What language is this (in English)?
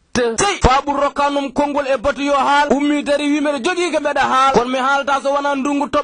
Fula